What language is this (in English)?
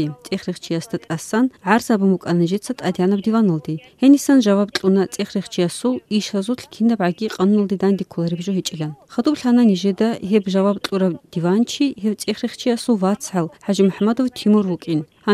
Avaric